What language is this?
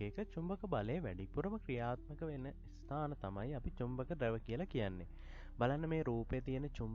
Sinhala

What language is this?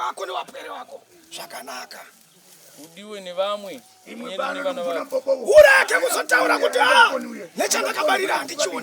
Shona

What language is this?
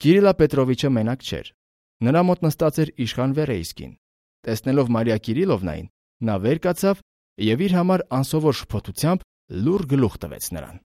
Armenian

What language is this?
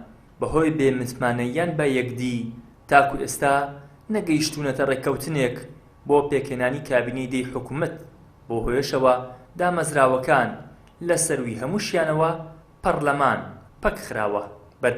Central Kurdish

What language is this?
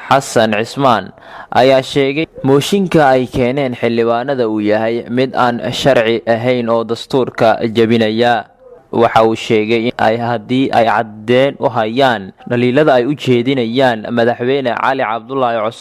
Somali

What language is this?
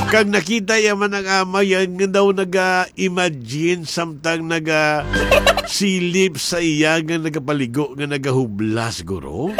Hiligaynon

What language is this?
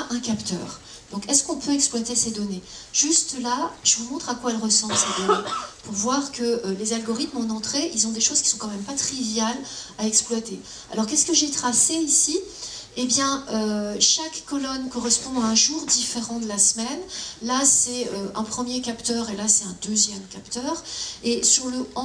French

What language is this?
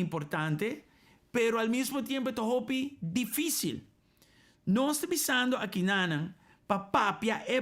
Papiamento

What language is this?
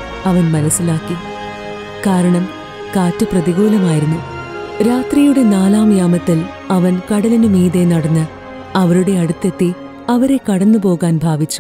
Malayalam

